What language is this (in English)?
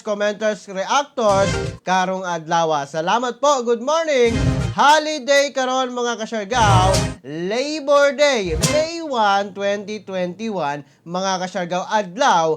Cebuano